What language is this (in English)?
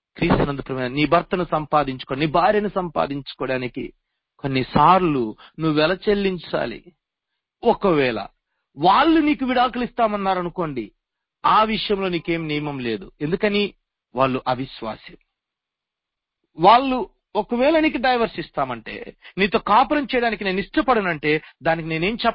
Telugu